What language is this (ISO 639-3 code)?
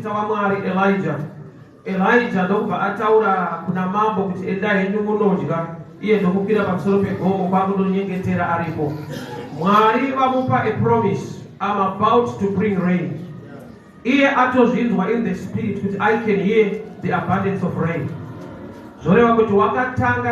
sna